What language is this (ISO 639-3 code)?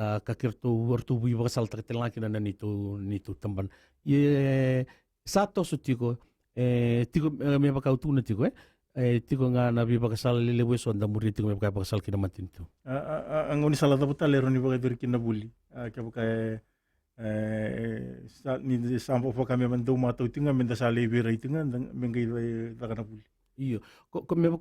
fij